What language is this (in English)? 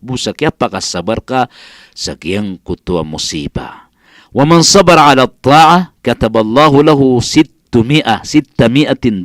Maranao